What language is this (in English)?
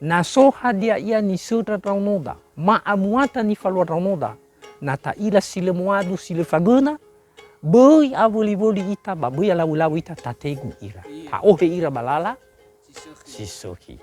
Nias